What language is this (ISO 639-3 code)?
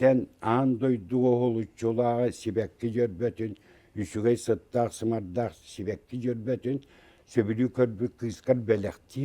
sah